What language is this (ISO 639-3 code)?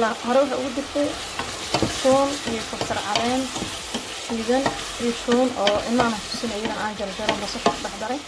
som